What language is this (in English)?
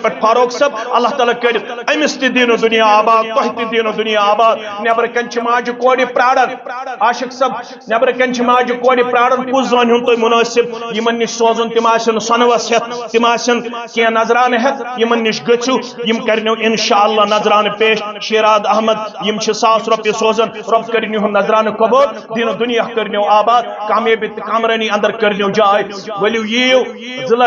Kashmiri